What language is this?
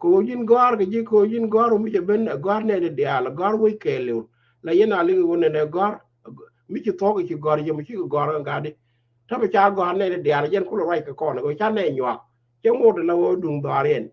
Nuer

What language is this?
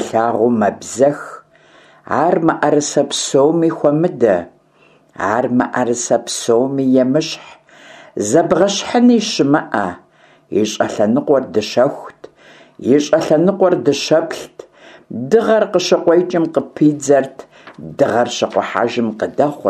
Kabardian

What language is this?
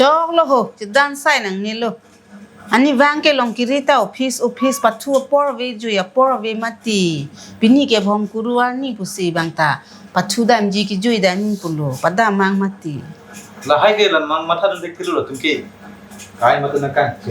Karbi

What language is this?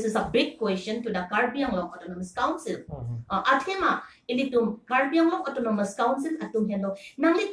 Karbi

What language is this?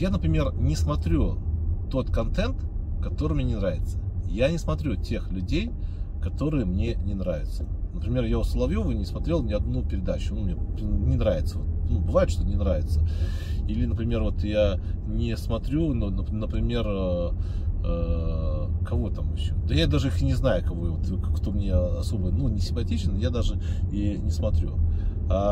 Russian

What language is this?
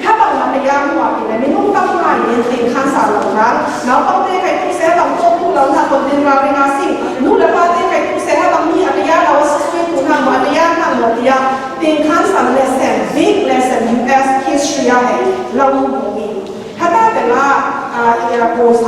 Falam Chin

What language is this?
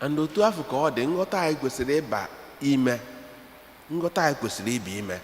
Igbo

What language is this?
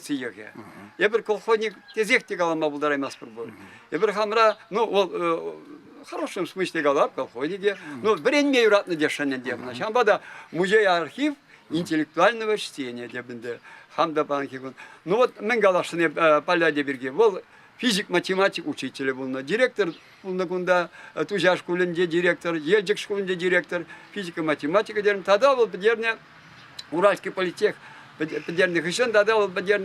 Chuvash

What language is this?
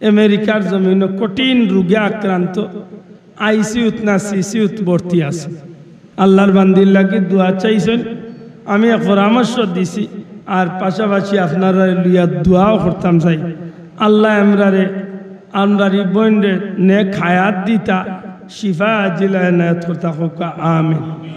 Sylheti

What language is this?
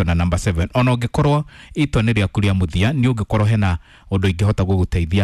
Kikuyu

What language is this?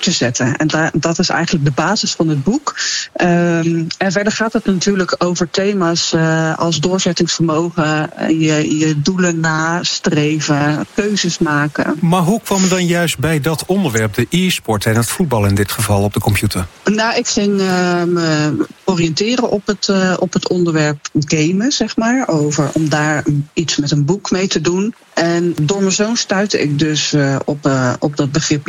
Dutch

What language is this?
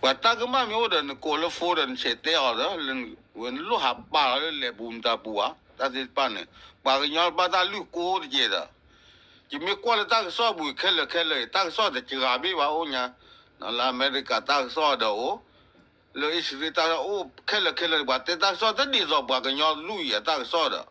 S'gaw Karen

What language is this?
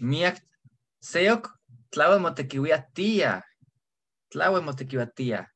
Eastern Huasteca Nahuatl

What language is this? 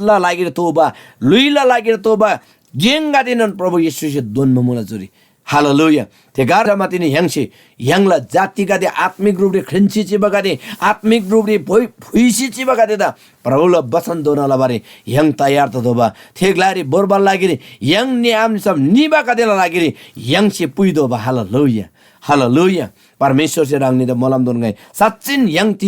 Eastern Tamang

